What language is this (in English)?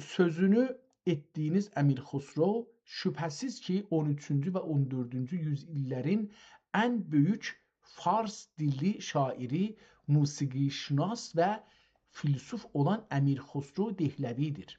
South Azerbaijani